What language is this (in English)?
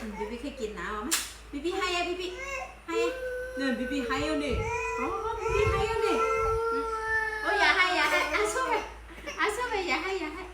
Shan